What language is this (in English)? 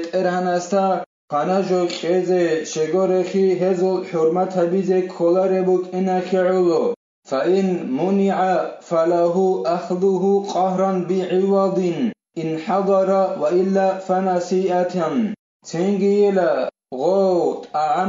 Avaric